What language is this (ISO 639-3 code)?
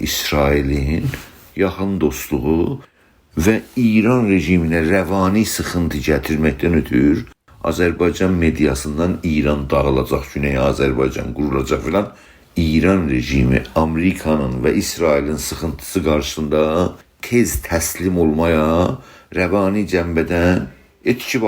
azb